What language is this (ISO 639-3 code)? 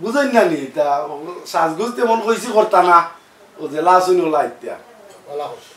syl